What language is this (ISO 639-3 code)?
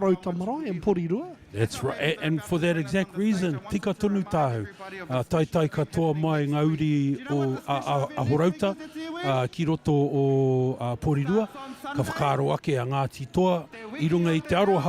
mri